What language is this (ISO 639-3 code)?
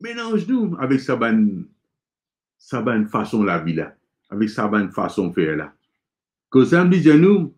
mfe